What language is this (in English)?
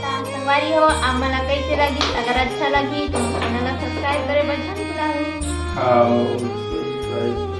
Chhattisgarhi